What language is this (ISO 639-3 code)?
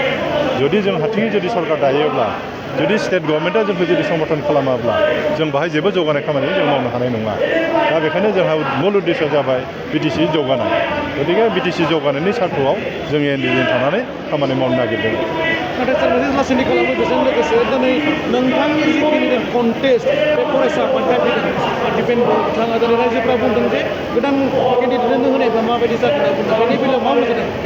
brx